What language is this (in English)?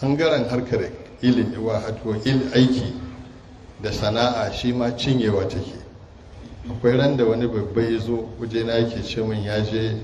Hausa